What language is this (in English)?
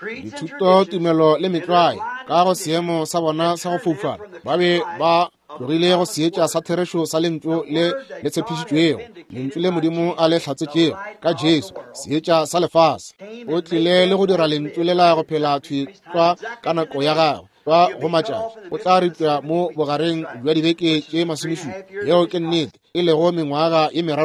Northern Sotho